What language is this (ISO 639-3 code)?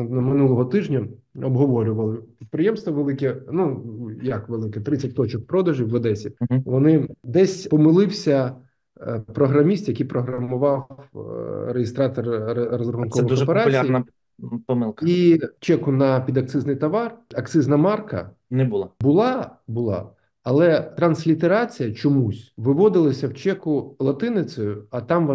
ukr